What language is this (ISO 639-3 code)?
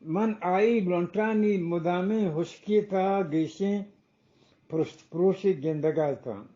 bgp